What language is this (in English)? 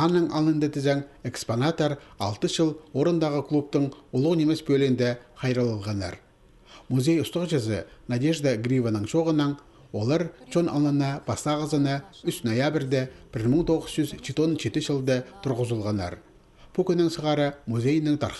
Khakas